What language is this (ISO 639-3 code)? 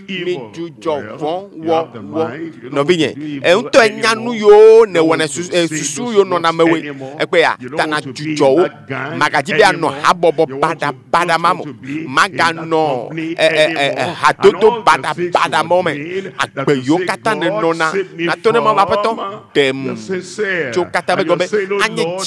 ewe